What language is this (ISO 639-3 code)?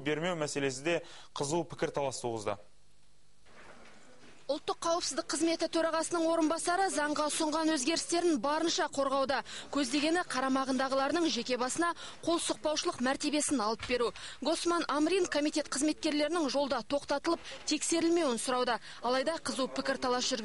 kaz